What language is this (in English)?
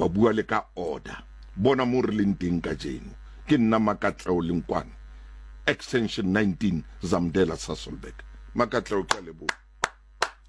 Southern Sotho